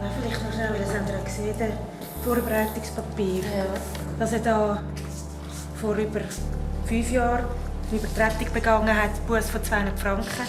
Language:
Romansh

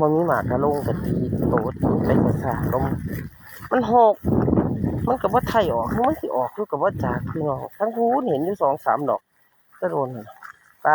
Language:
Northeastern Thai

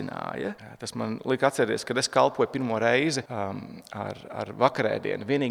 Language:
Latvian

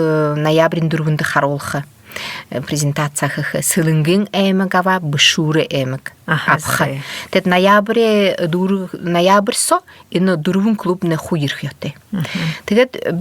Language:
Buriat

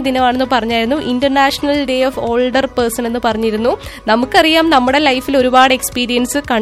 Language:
Malayalam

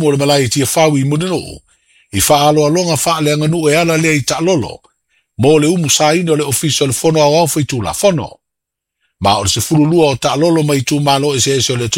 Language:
Samoan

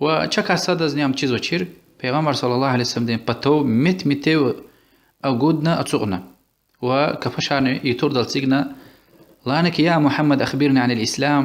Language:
Lezghian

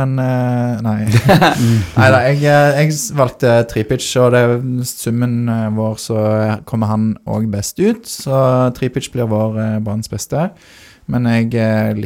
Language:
Norwegian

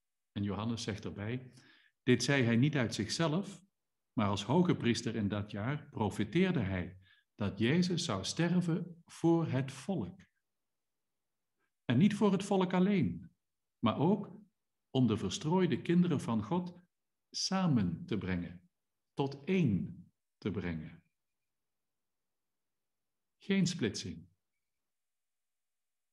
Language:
Dutch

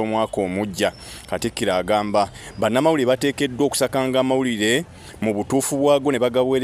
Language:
Ganda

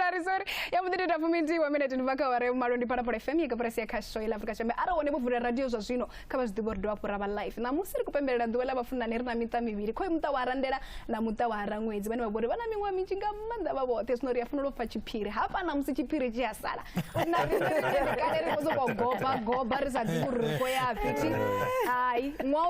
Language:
Venda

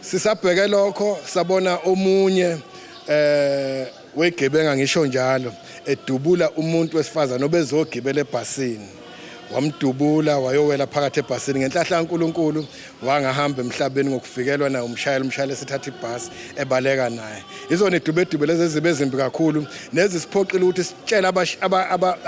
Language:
Zulu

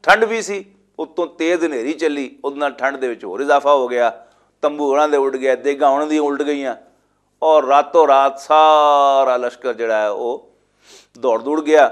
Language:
Western Panjabi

